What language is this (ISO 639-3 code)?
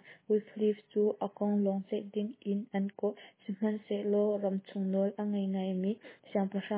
cnh